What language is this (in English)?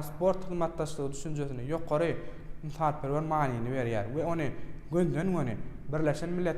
Turkmen